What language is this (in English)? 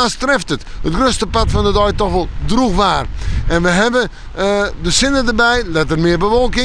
Western Frisian